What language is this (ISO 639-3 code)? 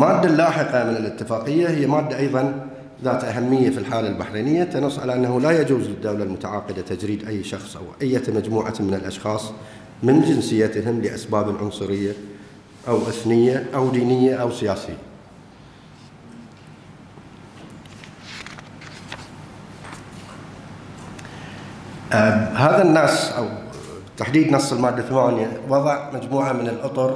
ara